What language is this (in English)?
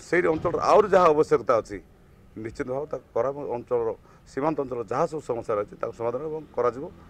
Odia